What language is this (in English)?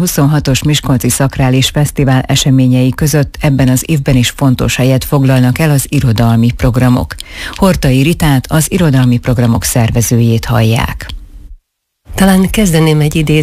Hungarian